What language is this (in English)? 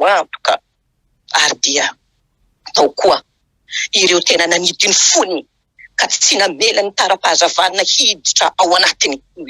Malagasy